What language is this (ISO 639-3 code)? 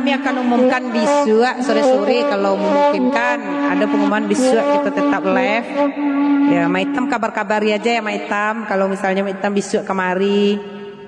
min